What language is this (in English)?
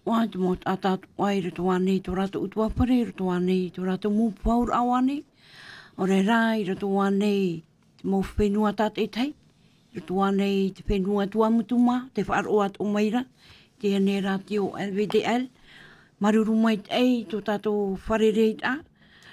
Tahitian